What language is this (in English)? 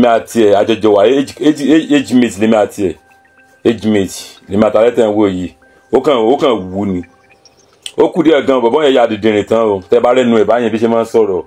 Yoruba